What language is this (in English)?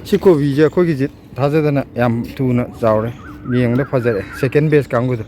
Manipuri